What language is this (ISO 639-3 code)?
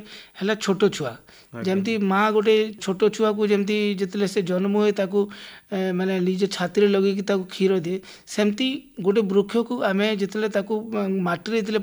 ori